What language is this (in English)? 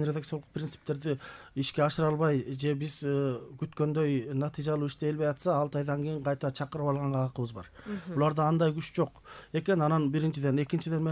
Kyrgyz